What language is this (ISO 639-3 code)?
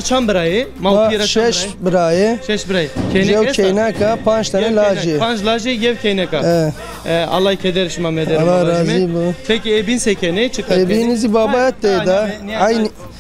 zza